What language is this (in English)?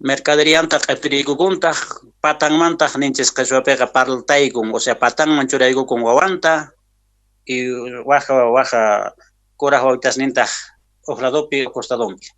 Quechua